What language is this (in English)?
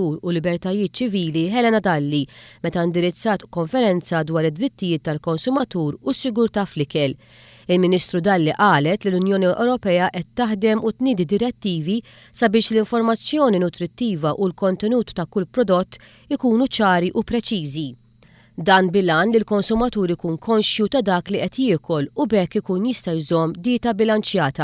Maltese